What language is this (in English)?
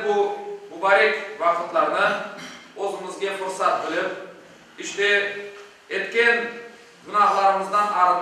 Crimean Tatar